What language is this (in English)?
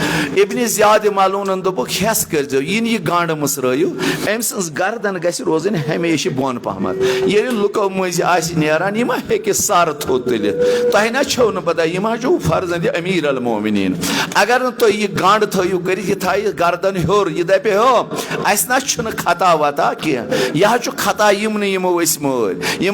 Kashmiri